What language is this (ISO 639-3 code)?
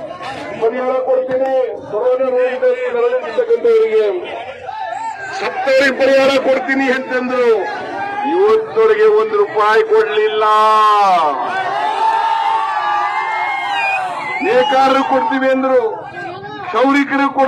kan